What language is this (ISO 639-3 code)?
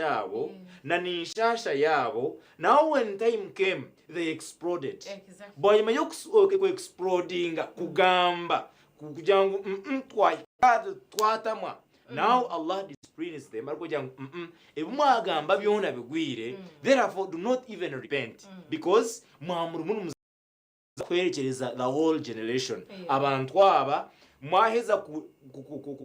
nyn